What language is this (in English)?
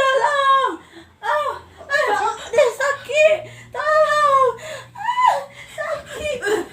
Minangkabau